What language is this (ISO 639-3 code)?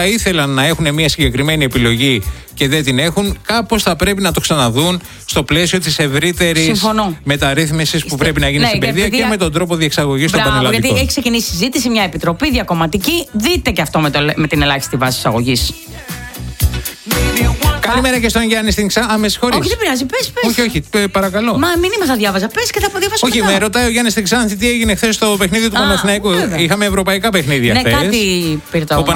ell